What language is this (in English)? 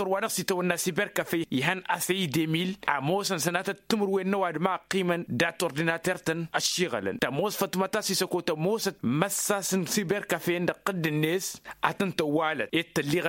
Tamasheq